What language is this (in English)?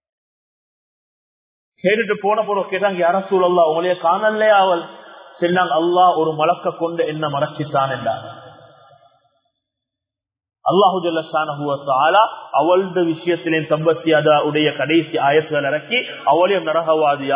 Tamil